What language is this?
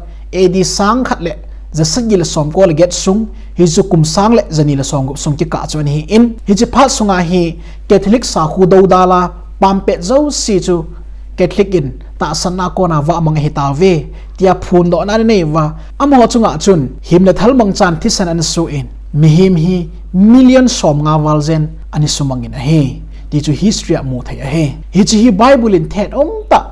Thado Chin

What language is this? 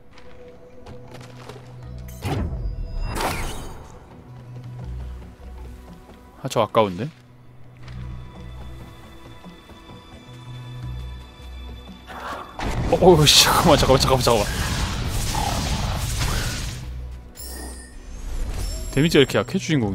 Korean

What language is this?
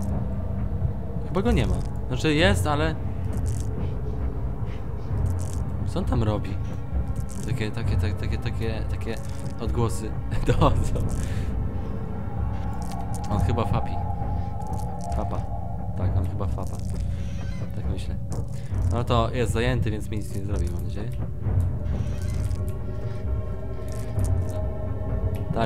Polish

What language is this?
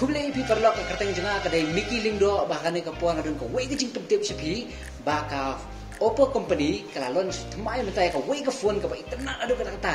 Khasi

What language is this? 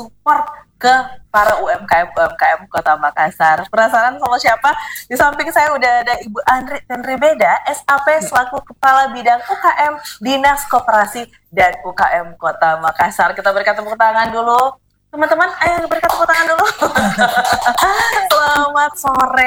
Indonesian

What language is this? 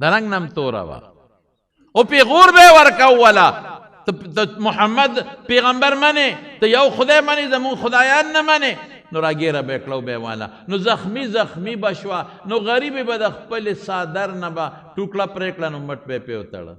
Pashto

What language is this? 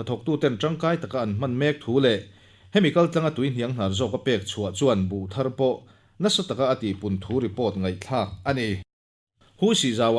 Mizo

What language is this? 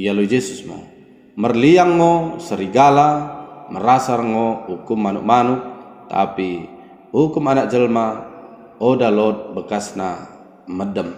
Batak Dairi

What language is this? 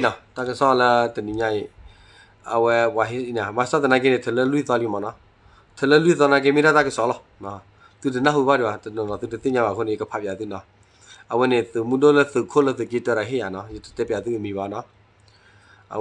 S'gaw Karen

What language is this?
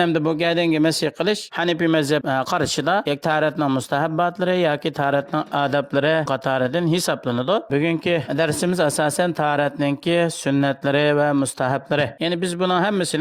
Uyghur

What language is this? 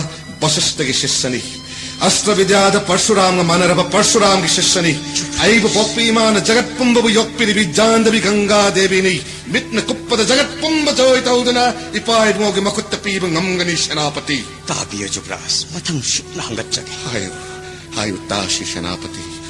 Manipuri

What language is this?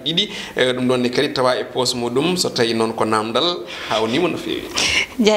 Fula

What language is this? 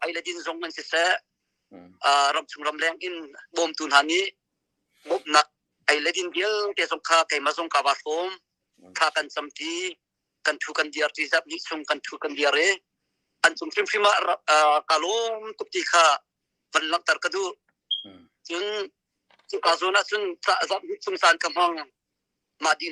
Hakha Chin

